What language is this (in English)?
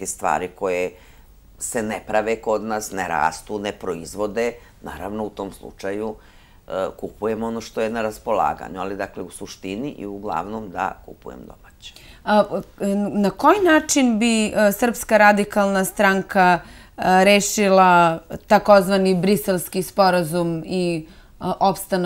Serbian